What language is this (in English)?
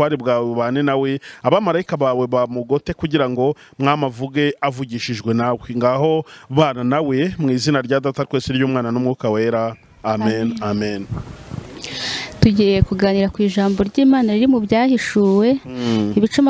Kinyarwanda